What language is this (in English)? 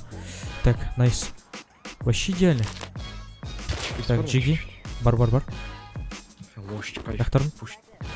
Kazakh